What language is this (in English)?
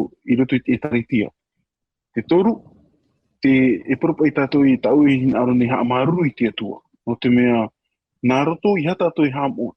Tahitian